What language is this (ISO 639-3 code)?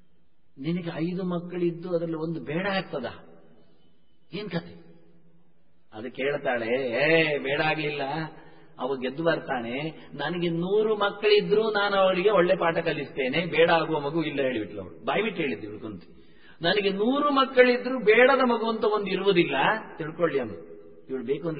kan